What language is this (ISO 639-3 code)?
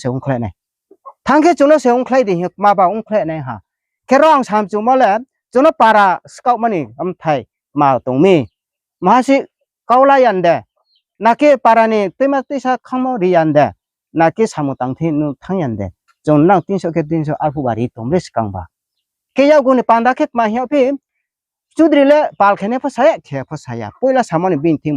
ria